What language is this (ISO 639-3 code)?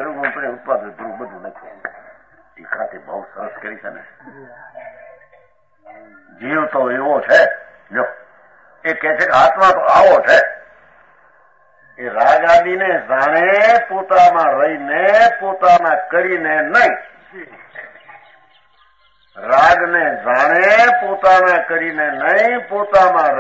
guj